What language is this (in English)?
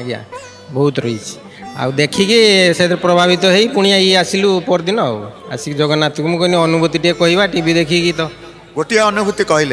Odia